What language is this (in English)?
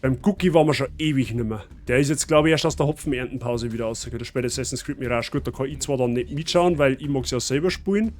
Bavarian